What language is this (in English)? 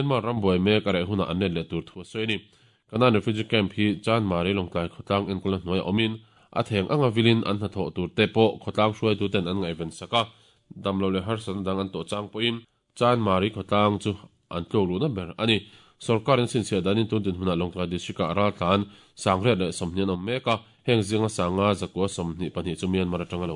Mizo